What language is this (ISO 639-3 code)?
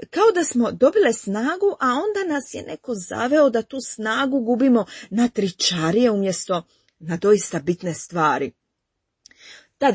hrv